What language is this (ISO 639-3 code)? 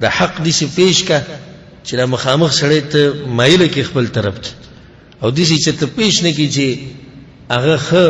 pus